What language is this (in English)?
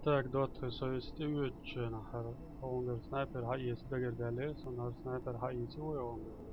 Chechen